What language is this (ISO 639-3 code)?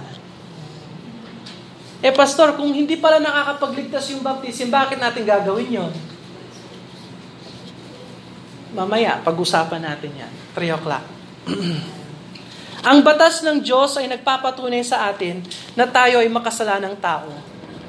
fil